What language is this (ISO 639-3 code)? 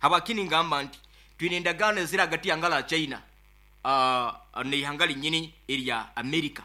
nyo